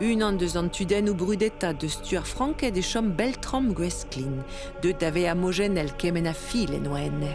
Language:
Breton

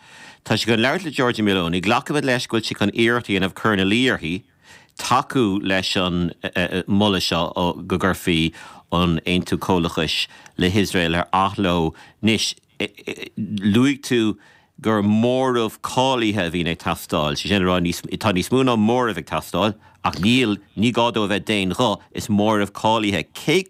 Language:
Irish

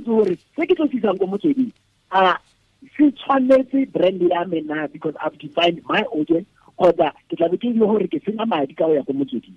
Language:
Tswana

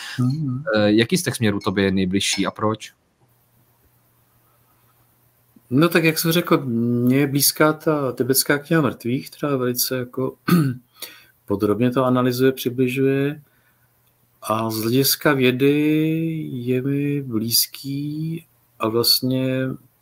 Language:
Czech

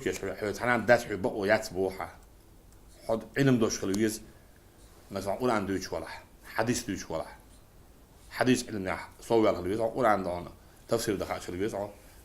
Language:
Chechen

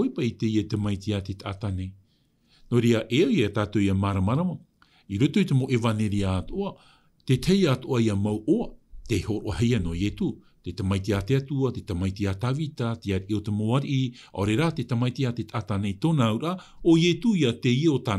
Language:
Tahitian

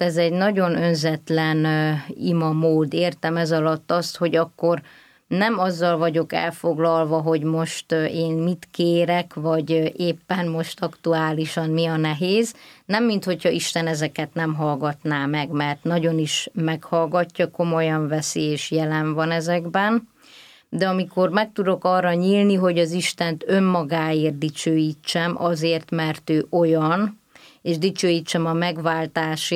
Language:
Hungarian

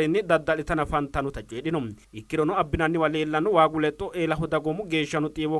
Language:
Sidamo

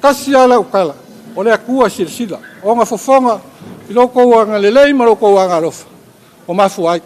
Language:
Samoan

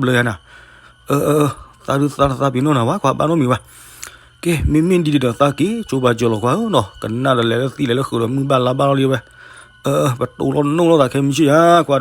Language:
S'gaw Karen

